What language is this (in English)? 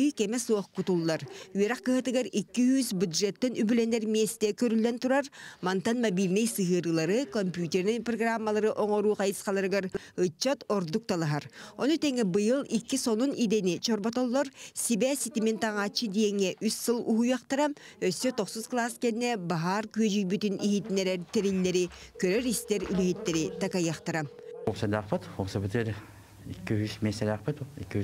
Yakut